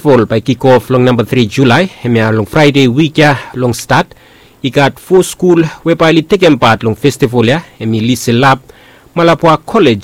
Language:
Bislama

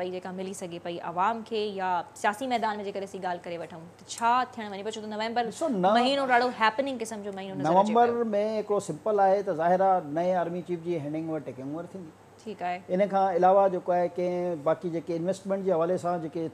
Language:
Sindhi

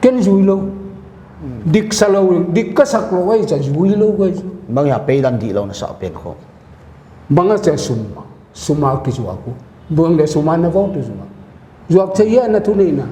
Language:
Paite Chin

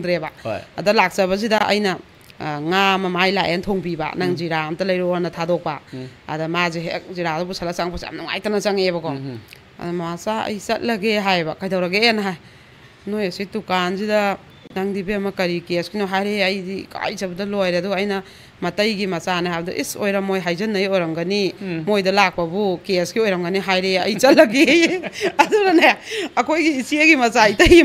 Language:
Manipuri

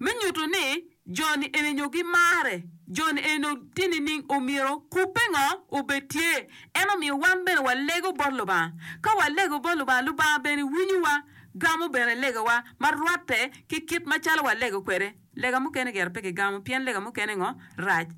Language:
Acoli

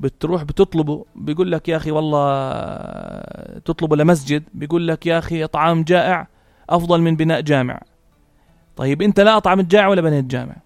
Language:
North Levantine Arabic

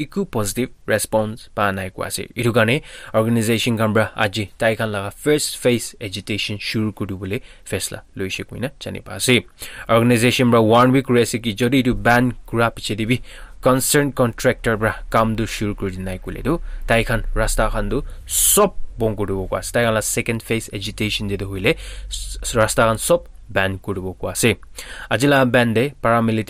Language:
Naga Pidgin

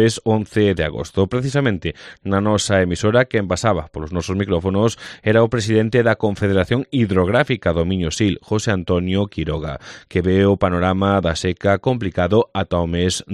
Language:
Galician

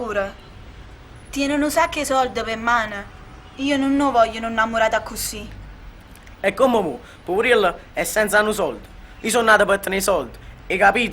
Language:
Neapolitan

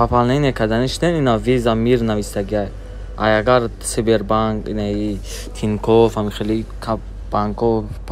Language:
Tajik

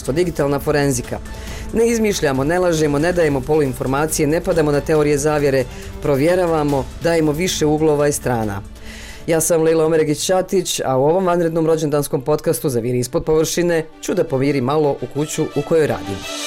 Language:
Bosnian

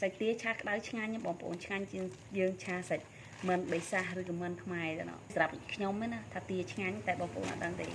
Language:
Khmer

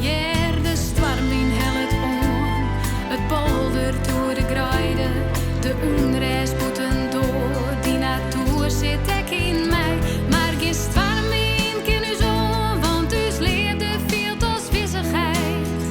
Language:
Western Frisian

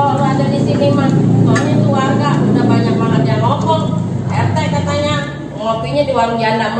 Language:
Betawi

